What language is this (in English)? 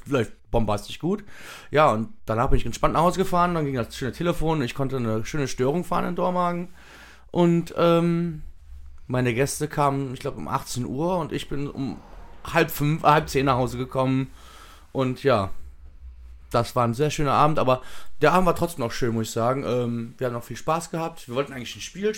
German